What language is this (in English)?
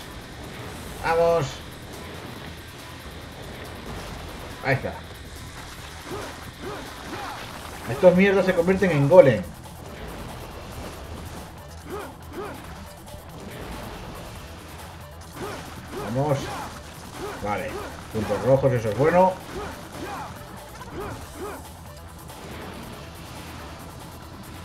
Spanish